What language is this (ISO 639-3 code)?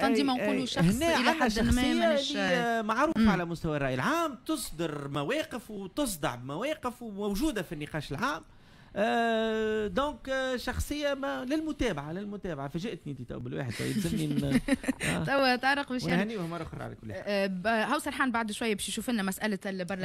aeb